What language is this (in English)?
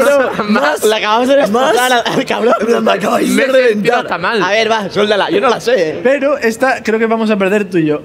Spanish